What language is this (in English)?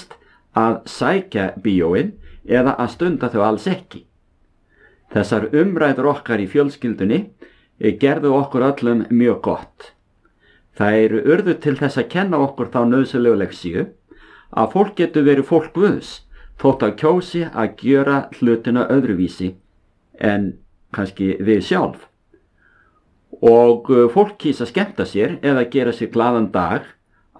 Icelandic